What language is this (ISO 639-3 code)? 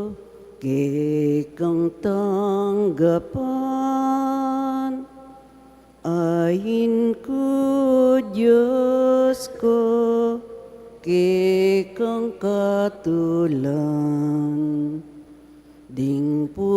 pam